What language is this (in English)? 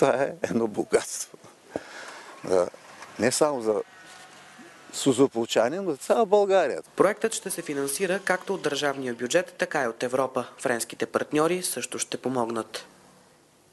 Bulgarian